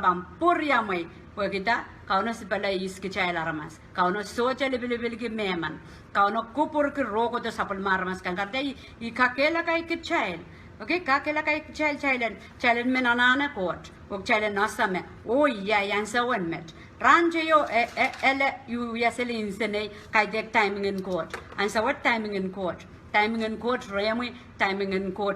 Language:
Pohnpeian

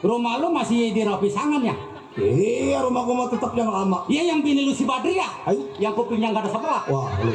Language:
Betawi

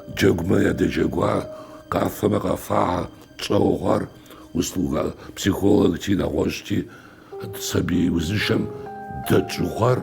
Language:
Kabardian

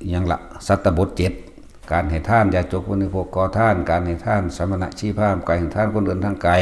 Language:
Northeastern Thai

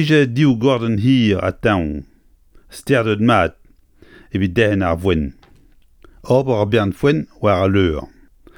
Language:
Breton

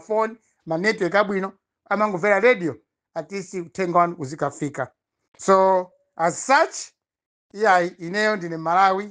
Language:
Nyanja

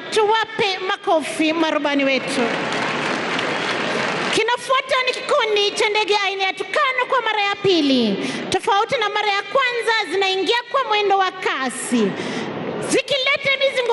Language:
Swahili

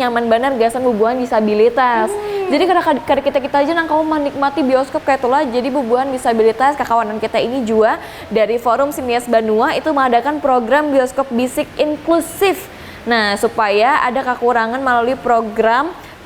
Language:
Banjar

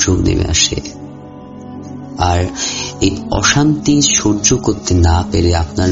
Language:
Bangla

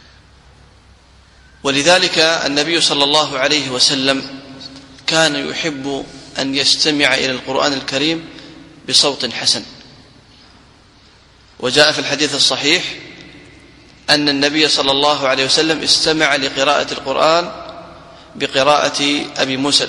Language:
Arabic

